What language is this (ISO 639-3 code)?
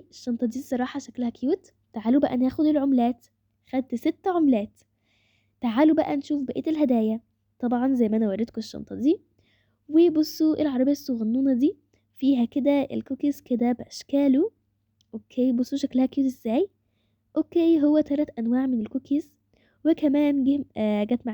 arz